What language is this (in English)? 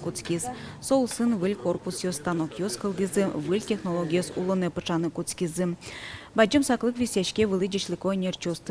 Udmurt